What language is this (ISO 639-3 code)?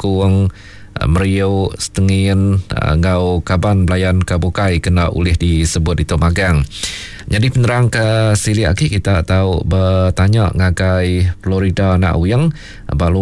iba